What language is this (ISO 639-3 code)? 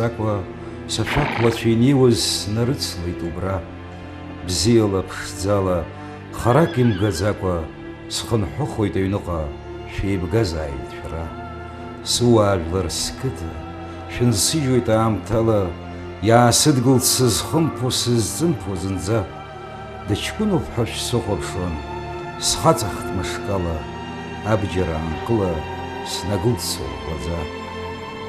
abk